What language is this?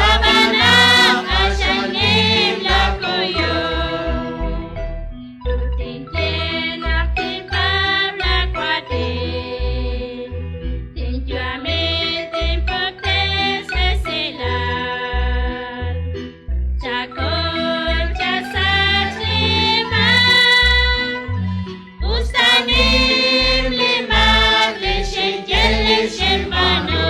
Kekchí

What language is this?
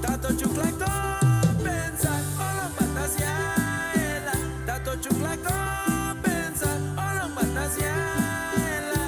Chuj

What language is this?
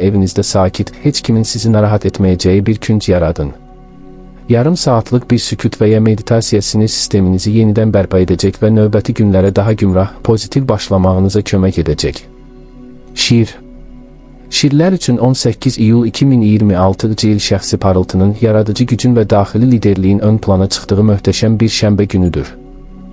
Azerbaijani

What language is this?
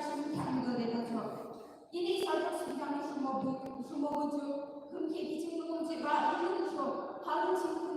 Yimchungru Naga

